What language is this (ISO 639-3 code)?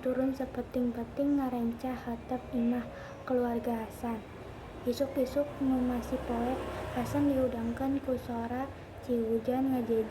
sun